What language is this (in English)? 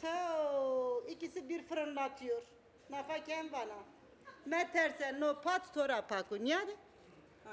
Zaza